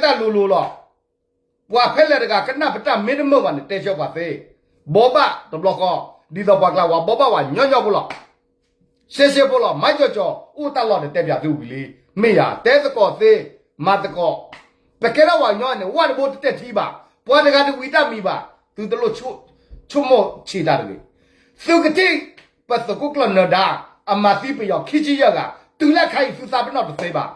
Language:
S'gaw Karen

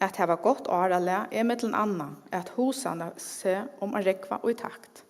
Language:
Faroese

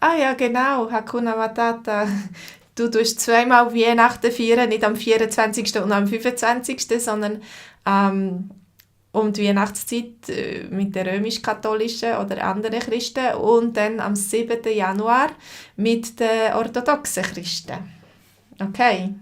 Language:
Swiss German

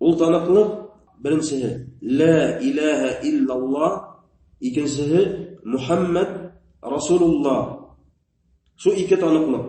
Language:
Bashkir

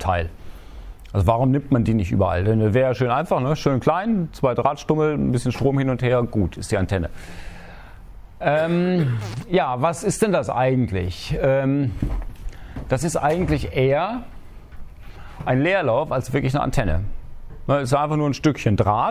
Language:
German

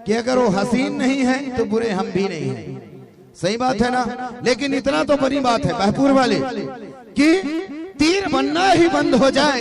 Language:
Chhattisgarhi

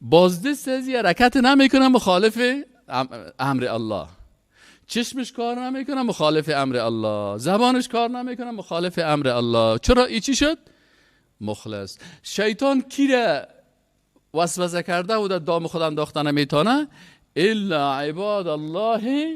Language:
Persian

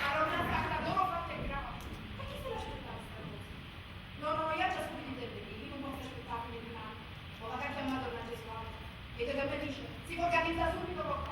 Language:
Neapolitan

